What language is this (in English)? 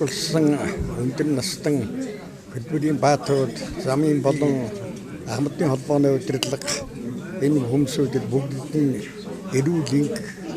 Mongolian